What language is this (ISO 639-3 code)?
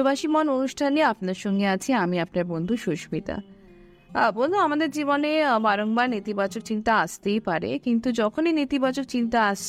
ben